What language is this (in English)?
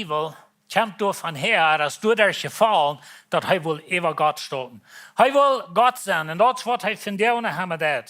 Plautdietsch